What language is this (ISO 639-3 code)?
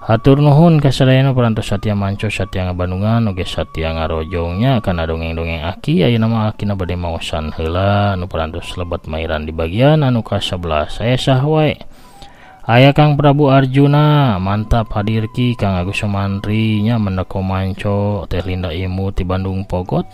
sun